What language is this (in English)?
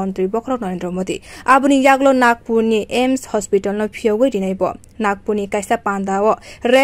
Kok Borok